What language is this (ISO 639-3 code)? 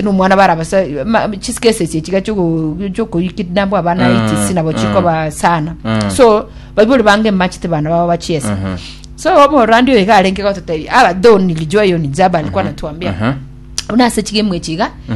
guz